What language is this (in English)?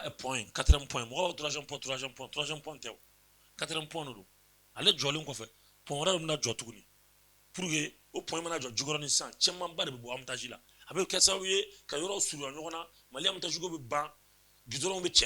Bambara